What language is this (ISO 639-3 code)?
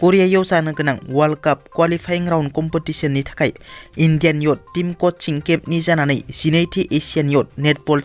brx